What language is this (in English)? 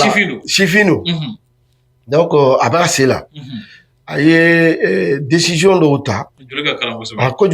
Bambara